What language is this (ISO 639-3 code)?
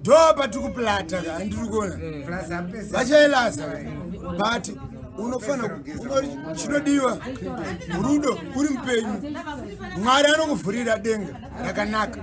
sna